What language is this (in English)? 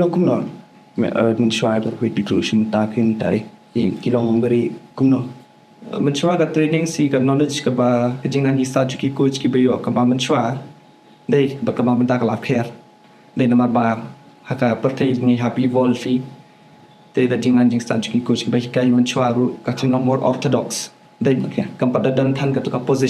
Khasi